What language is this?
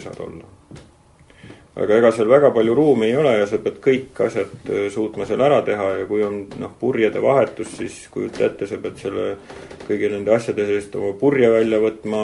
Estonian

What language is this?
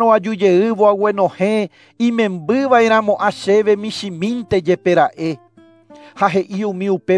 Guarani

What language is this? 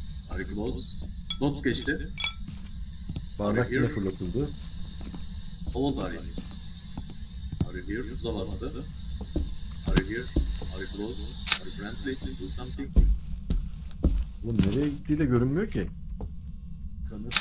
Turkish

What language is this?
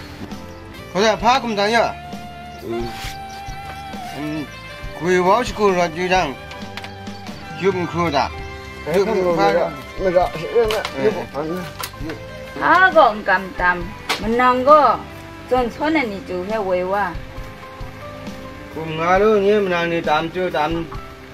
Thai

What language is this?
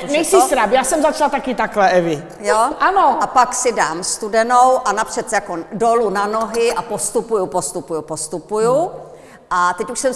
Czech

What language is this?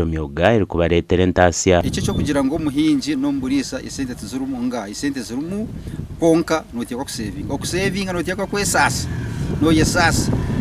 Nyankole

